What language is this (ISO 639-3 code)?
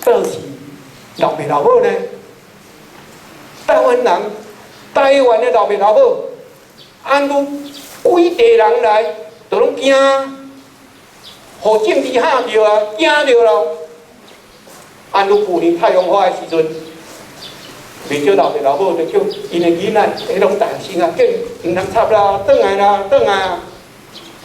nan